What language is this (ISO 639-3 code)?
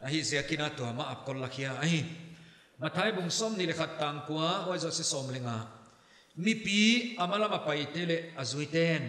pck